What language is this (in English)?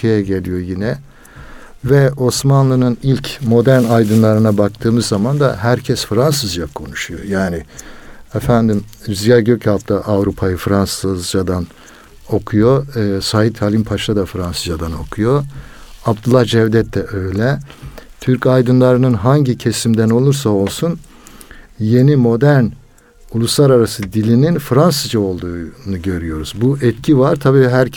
Turkish